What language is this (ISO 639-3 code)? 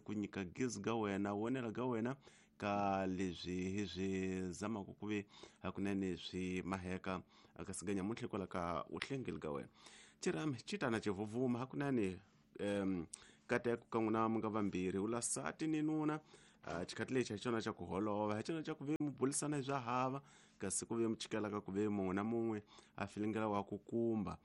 tso